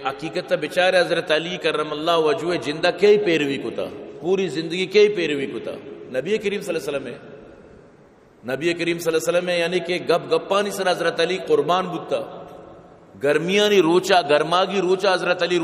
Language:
Baluchi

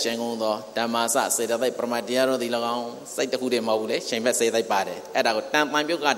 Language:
Burmese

